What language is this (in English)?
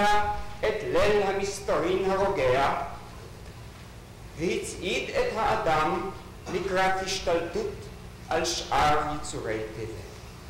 Hebrew